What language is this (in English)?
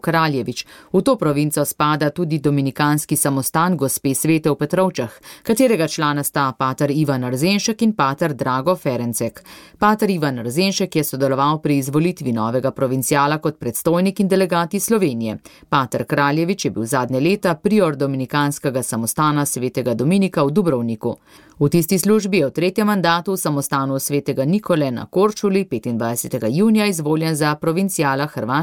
Slovenian